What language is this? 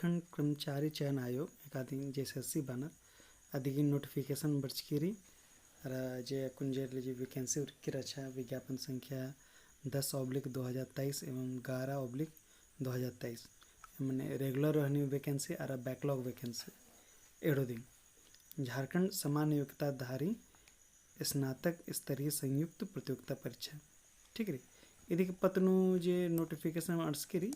Kurukh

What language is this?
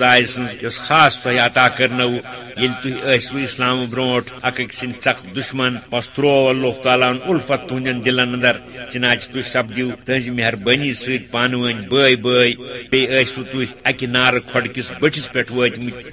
Kashmiri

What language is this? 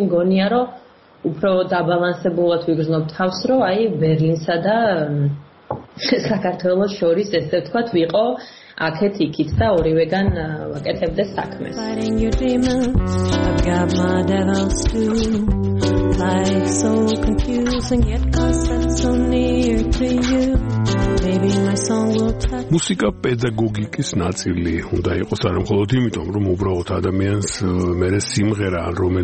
Georgian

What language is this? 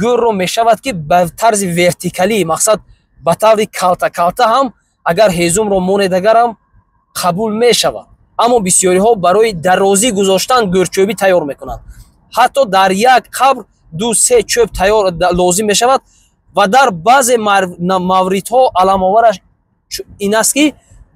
Tajik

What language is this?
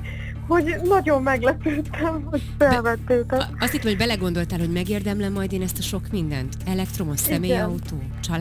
Hungarian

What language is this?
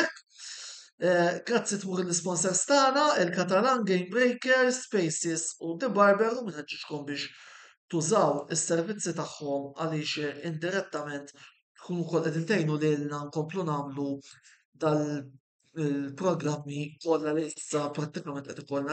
Maltese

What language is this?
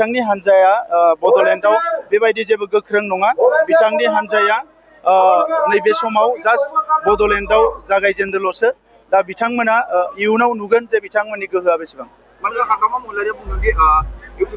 Bodo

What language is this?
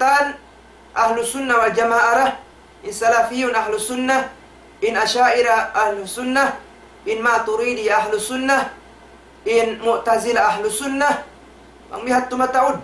Tausug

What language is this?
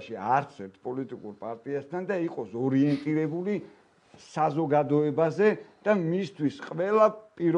Georgian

